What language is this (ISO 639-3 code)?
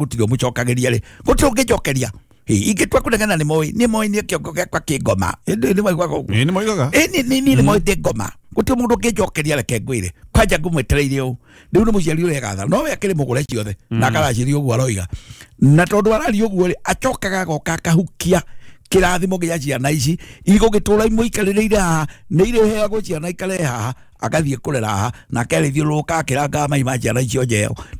kik